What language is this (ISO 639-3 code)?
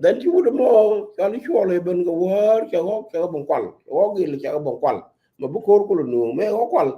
nus